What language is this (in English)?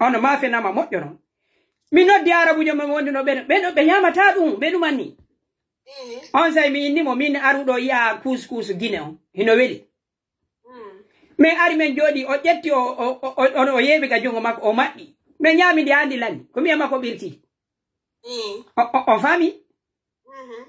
Pular